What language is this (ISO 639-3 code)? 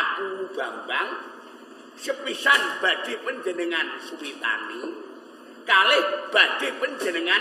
jav